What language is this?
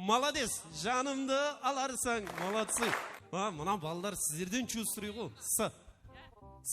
Kara-Kalpak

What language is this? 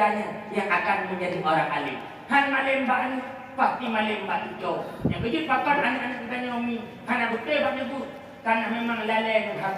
Achinese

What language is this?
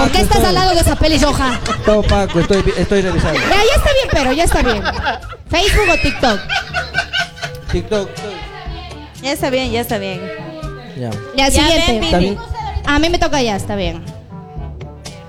Spanish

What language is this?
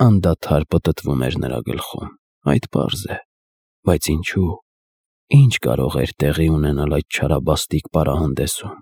Armenian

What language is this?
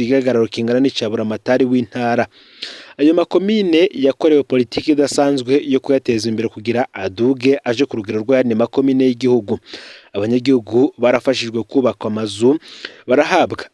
Rundi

